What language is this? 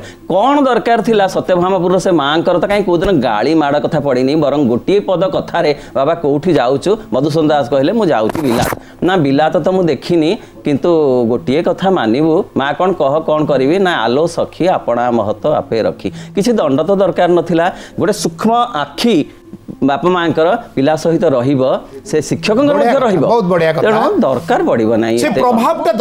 Odia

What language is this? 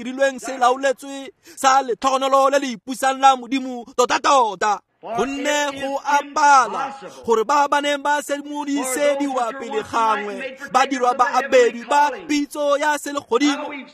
Tswana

